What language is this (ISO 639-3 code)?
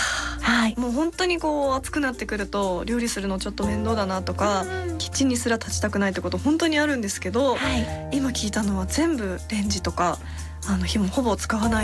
jpn